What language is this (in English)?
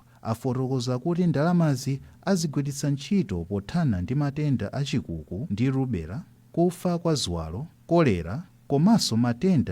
Nyanja